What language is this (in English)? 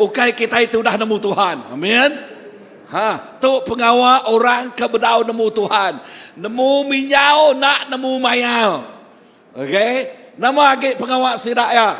Iban